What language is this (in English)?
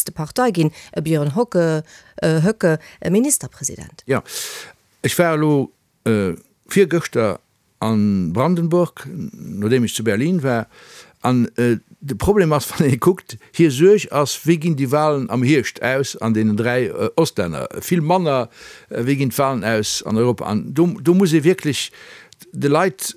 Luxembourgish